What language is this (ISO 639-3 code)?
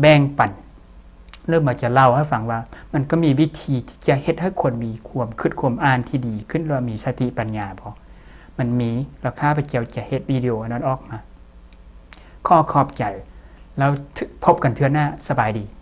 lao